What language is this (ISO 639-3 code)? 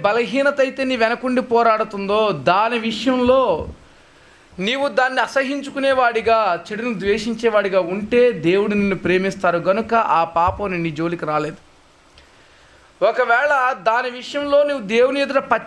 tel